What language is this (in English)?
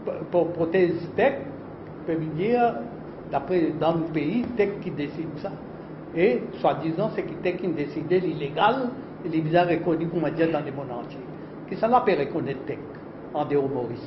Morisyen